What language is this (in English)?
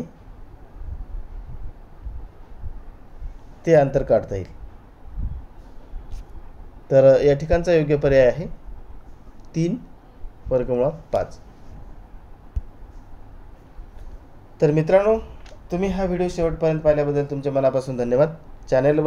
Marathi